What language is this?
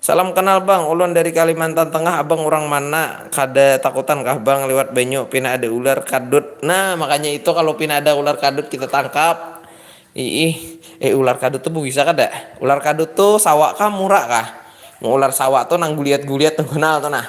Banjar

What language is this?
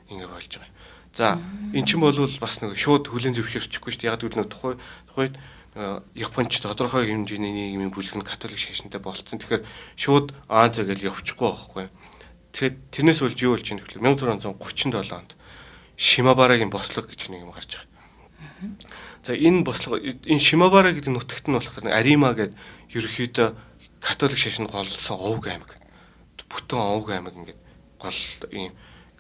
Mongolian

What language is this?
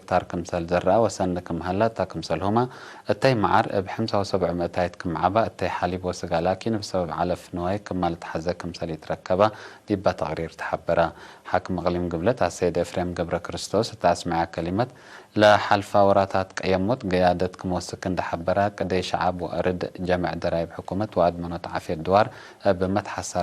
Tigre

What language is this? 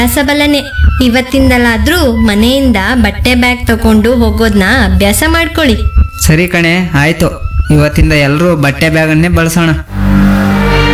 Kannada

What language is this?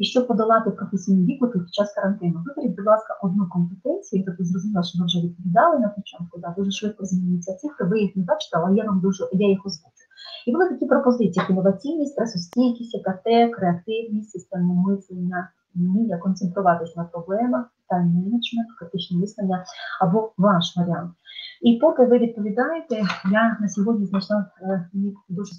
Ukrainian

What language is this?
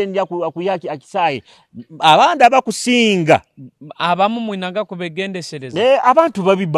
Nyoro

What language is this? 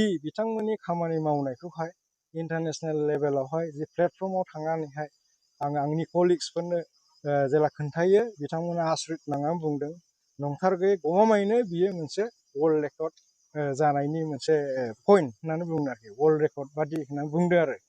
Bodo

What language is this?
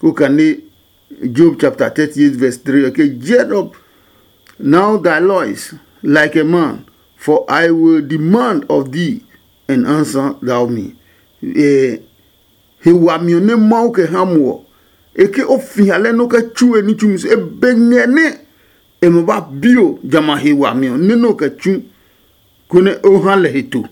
Adangme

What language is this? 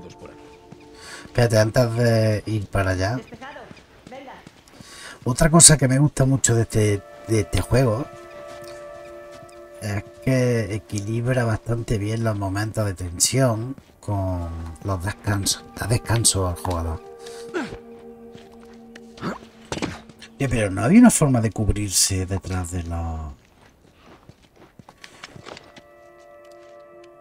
Spanish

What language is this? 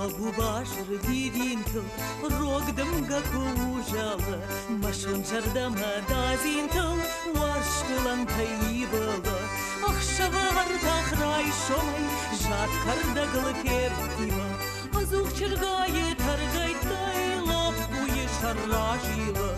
Ossetic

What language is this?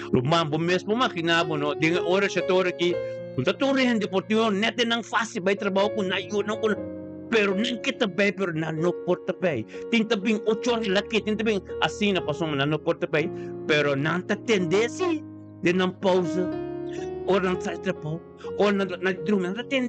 Papiamento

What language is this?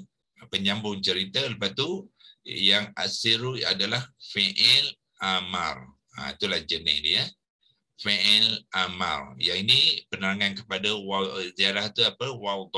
Malay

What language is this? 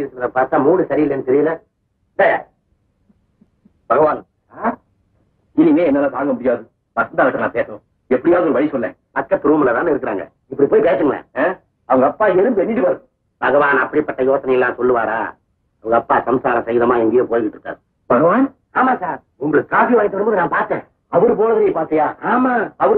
Tamil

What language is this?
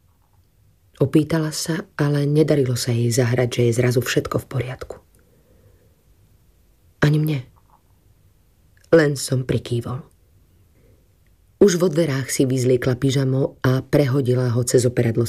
Slovak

